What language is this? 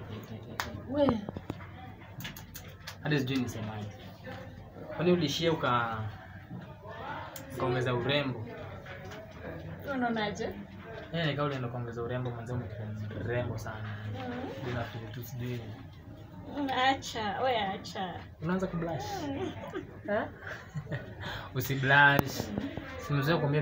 Swahili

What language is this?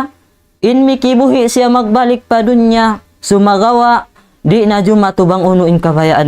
Tausug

